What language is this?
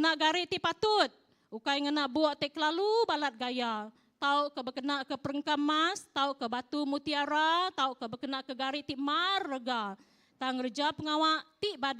Iban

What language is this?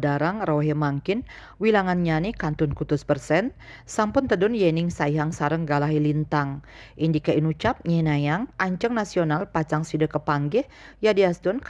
Balinese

